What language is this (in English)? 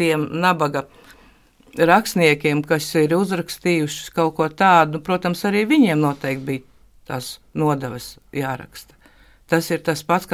Latvian